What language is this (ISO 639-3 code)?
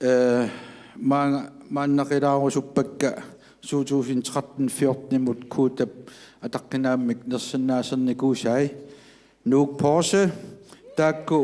kal